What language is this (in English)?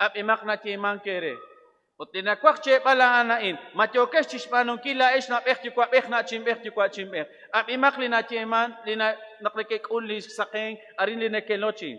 Kekchí